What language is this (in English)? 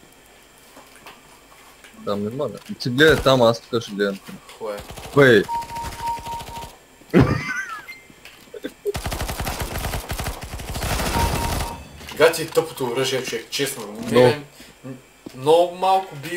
Bulgarian